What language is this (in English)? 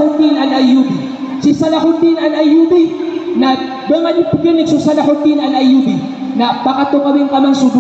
Maranao